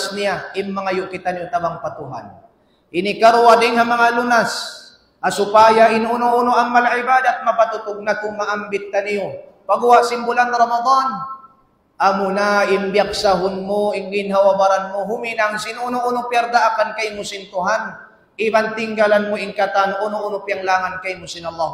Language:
Tausug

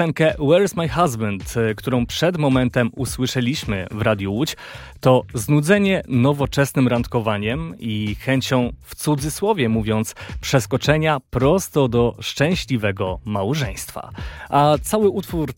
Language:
Polish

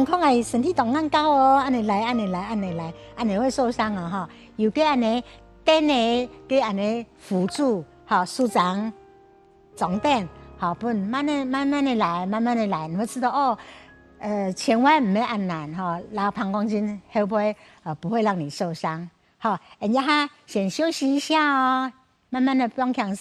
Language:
Hakka Chinese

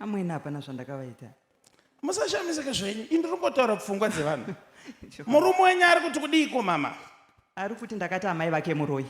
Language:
Shona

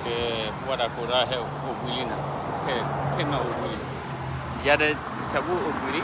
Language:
S'gaw Karen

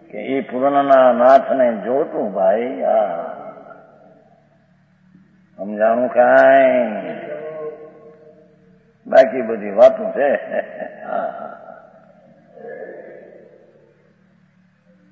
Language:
Gujarati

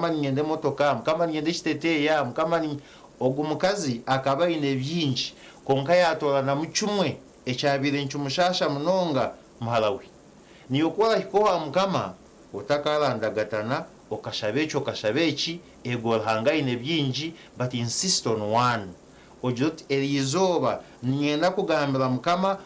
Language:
Nyankole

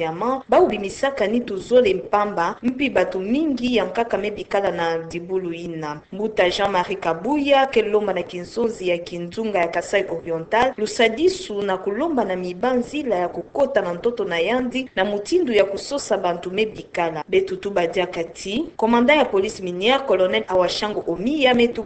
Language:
Kituba (Democratic Republic of Congo)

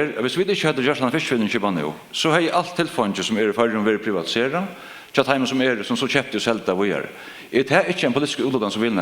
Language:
Faroese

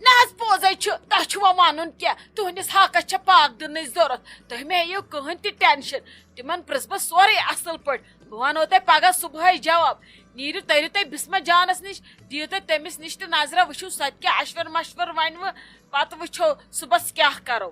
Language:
Kashmiri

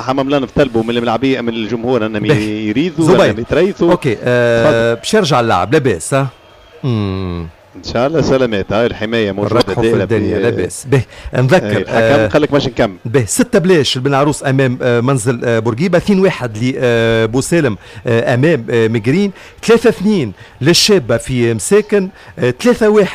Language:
Tunisian Arabic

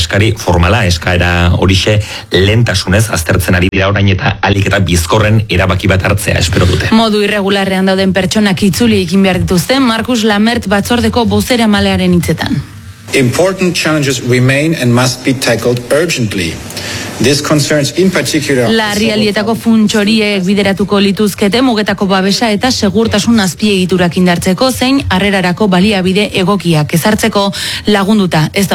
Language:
Basque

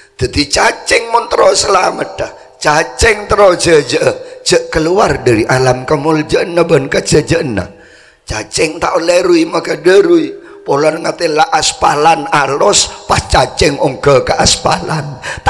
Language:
Madurese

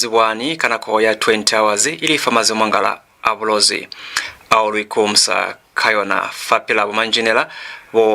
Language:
Lozi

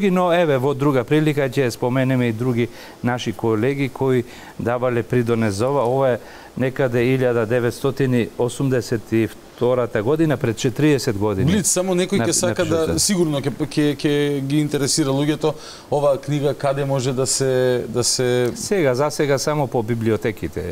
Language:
Macedonian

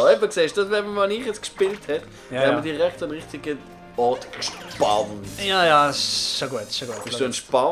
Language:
Swiss German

